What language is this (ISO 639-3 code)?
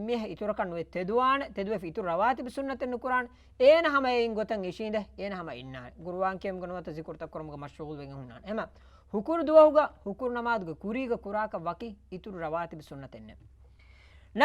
div